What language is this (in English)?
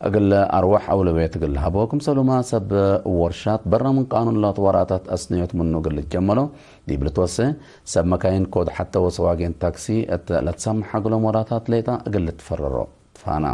Tigre